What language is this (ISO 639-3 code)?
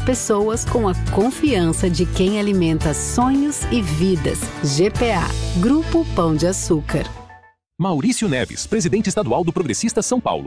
por